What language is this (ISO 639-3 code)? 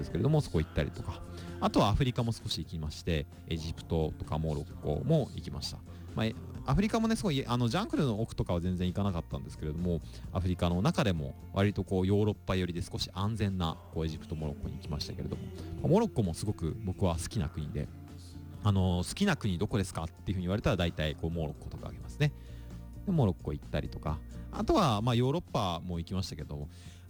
jpn